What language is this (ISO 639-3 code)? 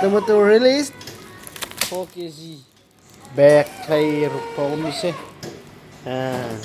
cnh